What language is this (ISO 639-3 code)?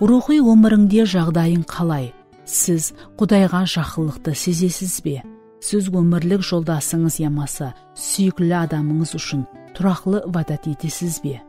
kaa